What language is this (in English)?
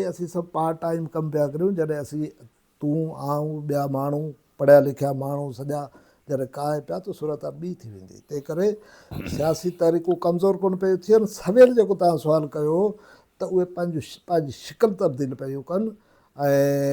Sindhi